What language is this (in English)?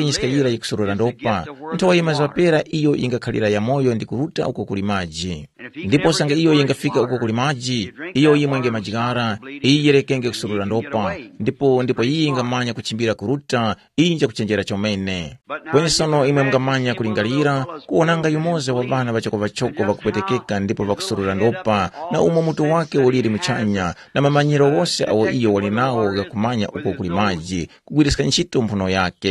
Tumbuka